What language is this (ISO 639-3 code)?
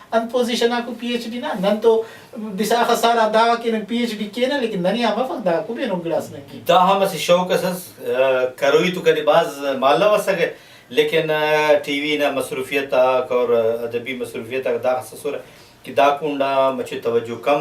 brh